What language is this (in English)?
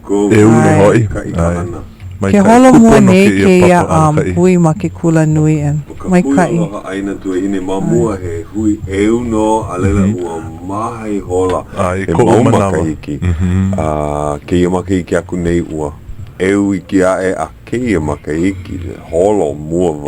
Hawaiian